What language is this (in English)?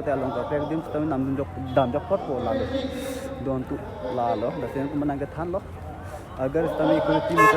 Karbi